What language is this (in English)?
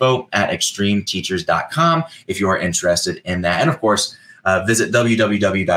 English